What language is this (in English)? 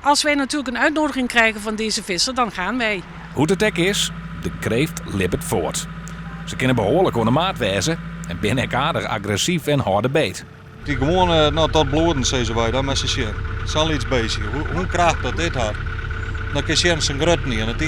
Western Frisian